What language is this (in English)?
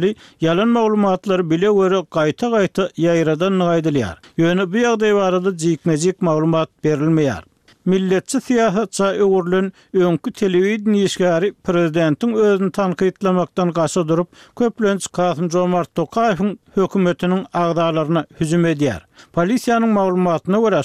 Turkmen